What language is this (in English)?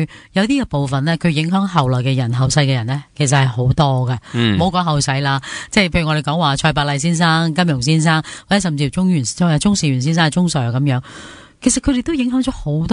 Cantonese